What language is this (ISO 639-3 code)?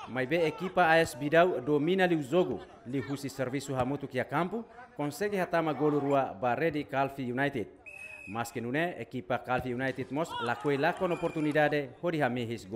tet